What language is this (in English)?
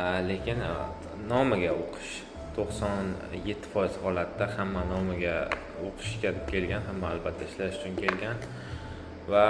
Uzbek